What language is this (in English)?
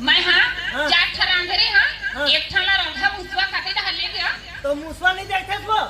Chhattisgarhi